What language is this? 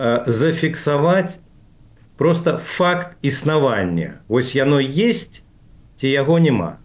Belarusian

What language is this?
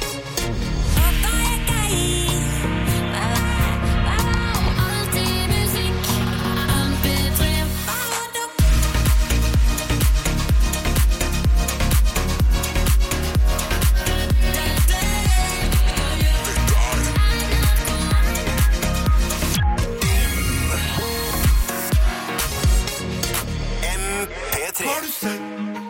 Norwegian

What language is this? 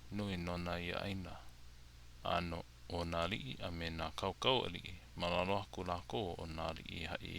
Hawaiian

